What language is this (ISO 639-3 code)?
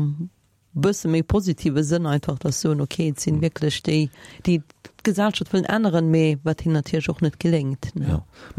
ltz